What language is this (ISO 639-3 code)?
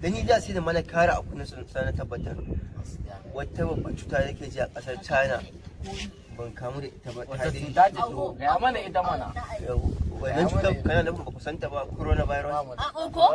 hau